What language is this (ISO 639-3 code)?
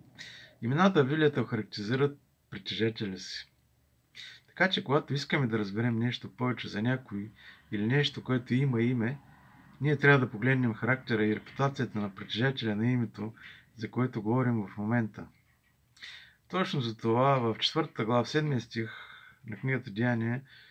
bul